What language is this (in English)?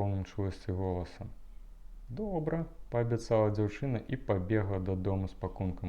Belarusian